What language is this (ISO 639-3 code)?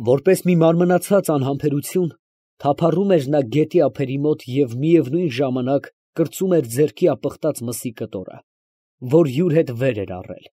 hye